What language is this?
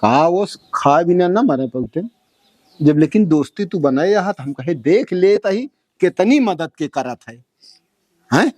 Awadhi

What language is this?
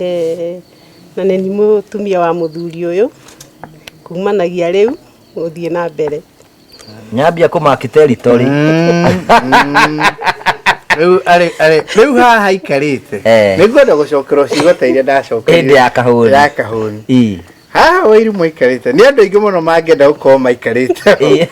Kikuyu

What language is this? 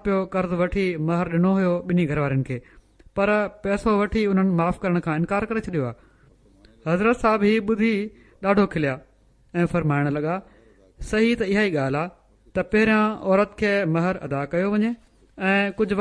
Sindhi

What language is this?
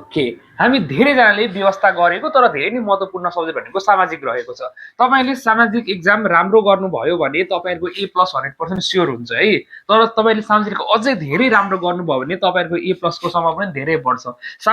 Nepali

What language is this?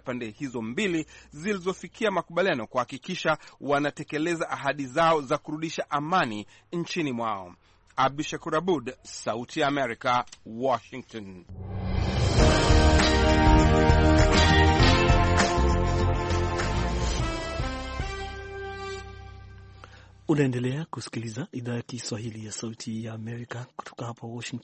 Swahili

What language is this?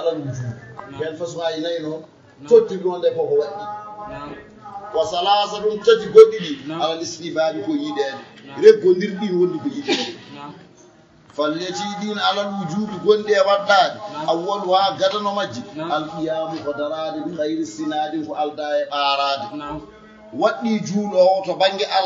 Fula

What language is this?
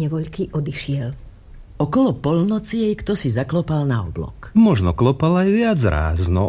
Slovak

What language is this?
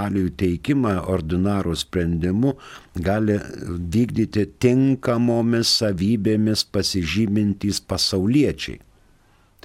Lithuanian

